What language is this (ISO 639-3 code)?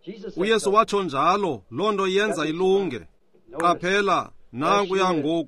xho